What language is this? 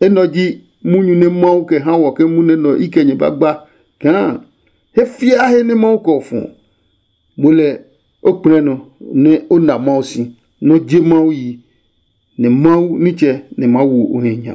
Adangme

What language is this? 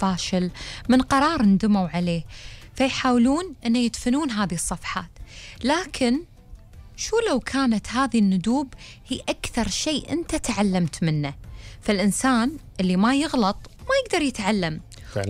Gulf Arabic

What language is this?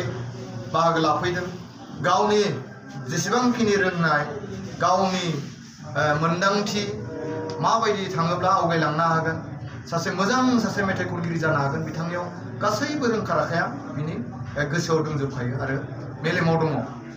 Bodo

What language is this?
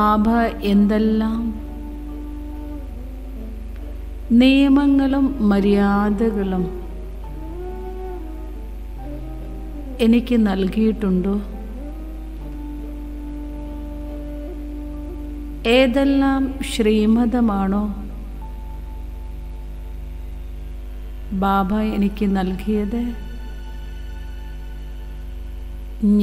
Malayalam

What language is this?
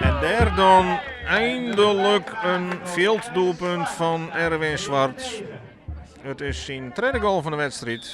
Western Frisian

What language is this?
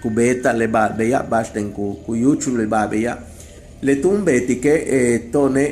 Yucateco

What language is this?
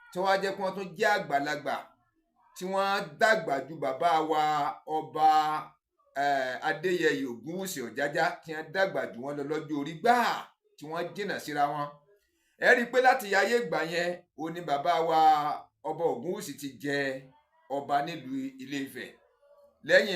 Yoruba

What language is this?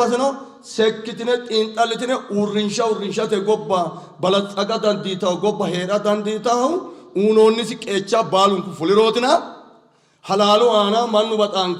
Sidamo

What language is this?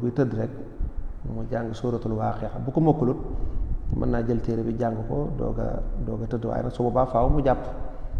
Wolof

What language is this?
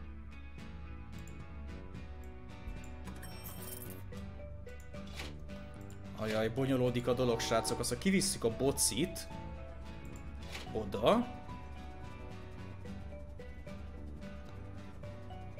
Hungarian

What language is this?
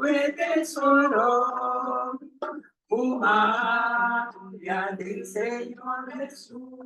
Papiamento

